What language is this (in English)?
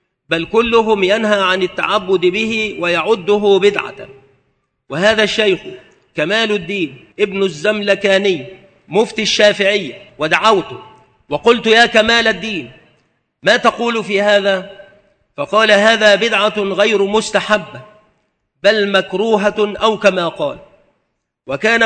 Arabic